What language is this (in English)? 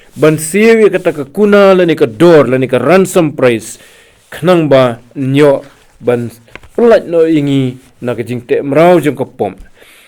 Khasi